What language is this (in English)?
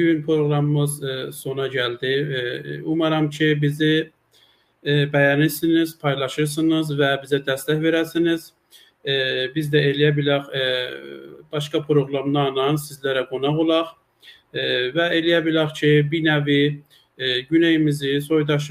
South Azerbaijani